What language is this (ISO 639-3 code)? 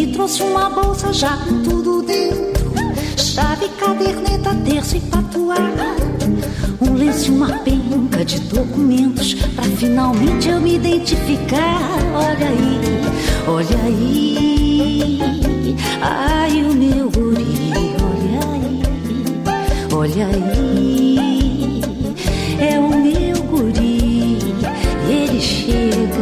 por